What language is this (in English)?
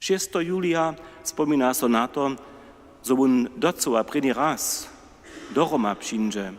Upper Sorbian